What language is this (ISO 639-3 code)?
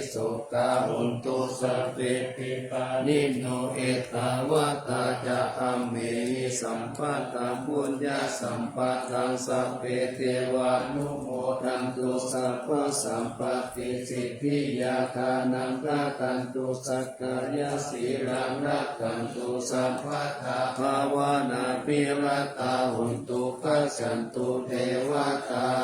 pli